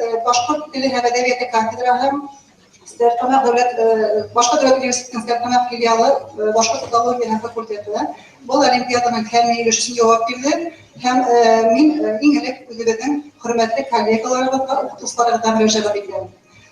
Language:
Bashkir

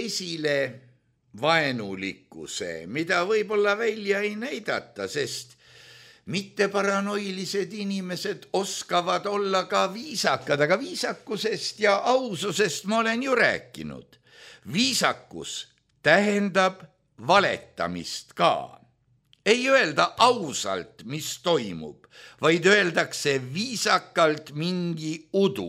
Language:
Estonian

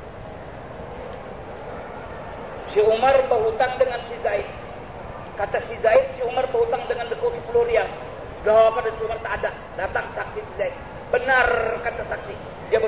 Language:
Indonesian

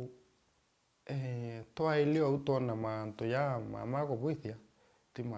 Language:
Meru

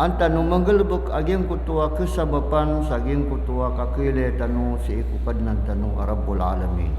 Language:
Maranao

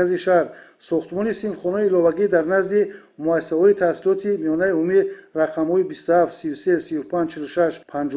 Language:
Tajik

